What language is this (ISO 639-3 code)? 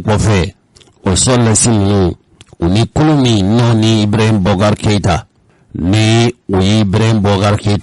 bam